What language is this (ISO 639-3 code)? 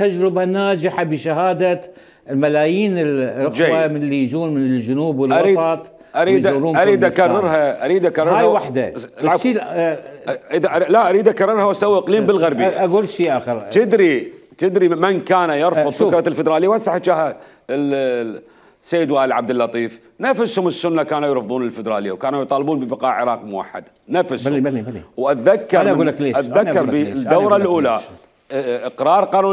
acm